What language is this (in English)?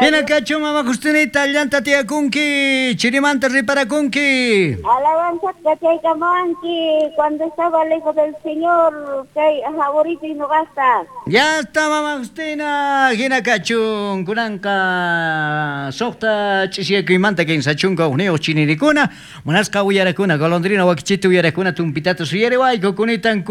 South Bolivian Quechua